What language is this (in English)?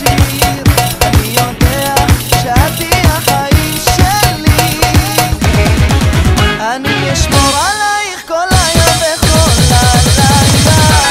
Hebrew